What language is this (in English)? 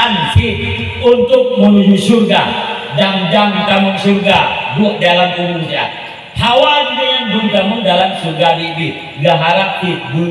Achinese